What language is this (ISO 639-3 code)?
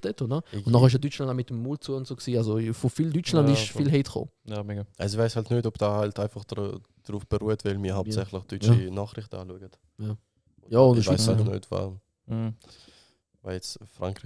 gsw